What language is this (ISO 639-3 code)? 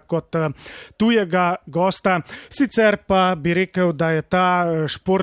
slv